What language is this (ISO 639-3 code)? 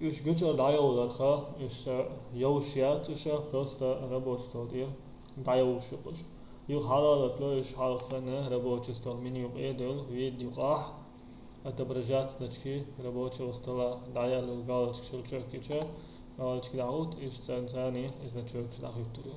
che